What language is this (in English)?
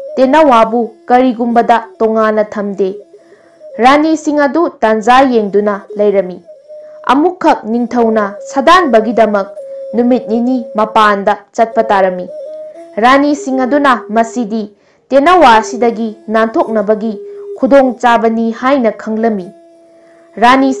Manipuri